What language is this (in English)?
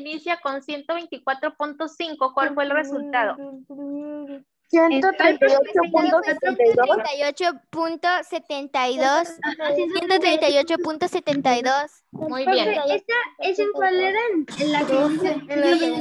Spanish